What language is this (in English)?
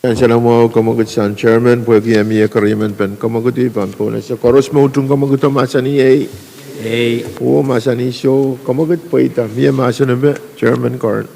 Pohnpeian